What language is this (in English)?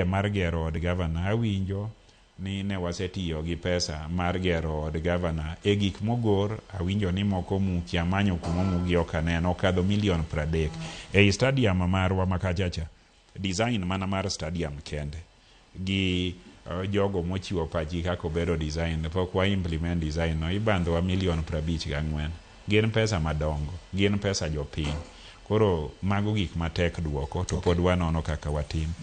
Luo (Kenya and Tanzania)